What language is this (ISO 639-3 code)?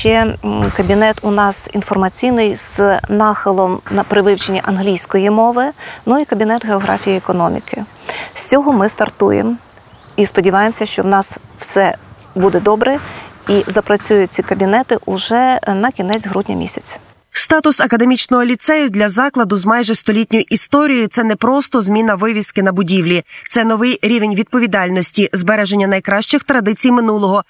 ukr